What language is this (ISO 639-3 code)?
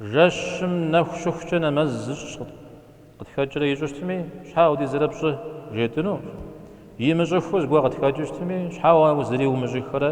kbd